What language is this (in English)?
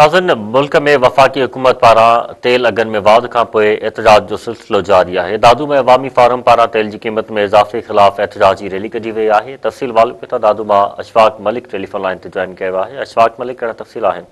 Sindhi